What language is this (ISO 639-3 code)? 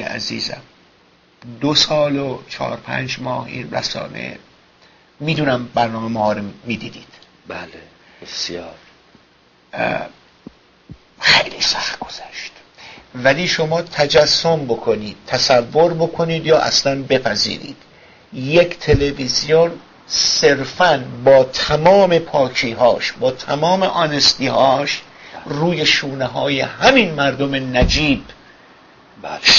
fas